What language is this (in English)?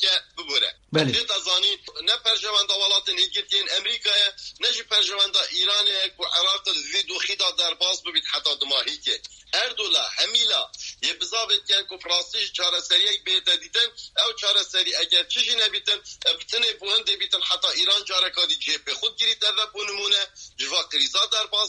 Kurdish